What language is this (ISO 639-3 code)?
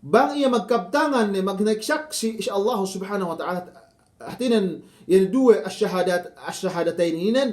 yka